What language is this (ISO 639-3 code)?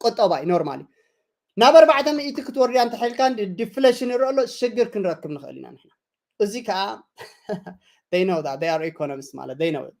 tir